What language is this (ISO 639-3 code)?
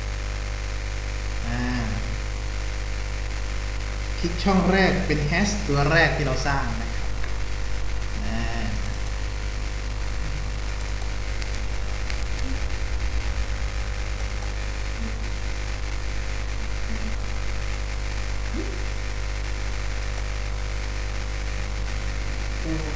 tha